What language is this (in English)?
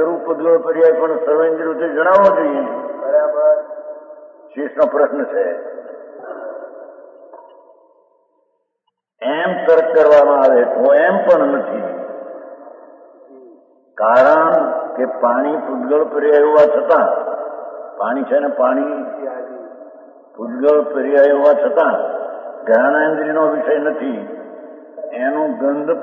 Gujarati